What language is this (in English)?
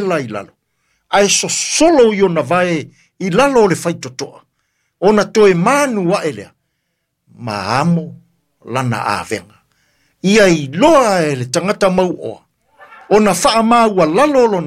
Samoan